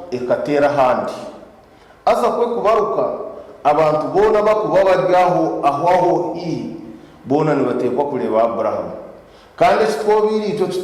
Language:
Nyankole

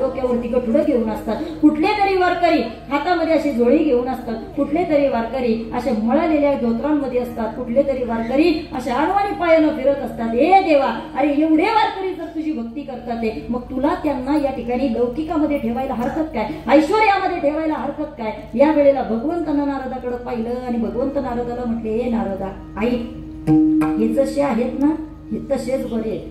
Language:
Marathi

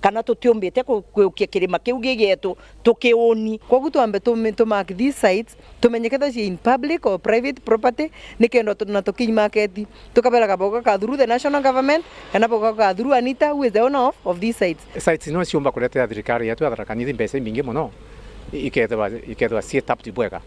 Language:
Meru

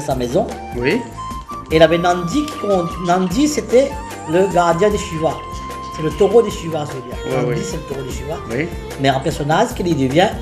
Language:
Réunion Creole French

